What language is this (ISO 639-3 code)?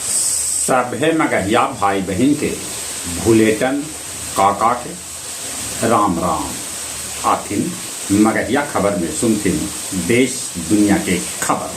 mag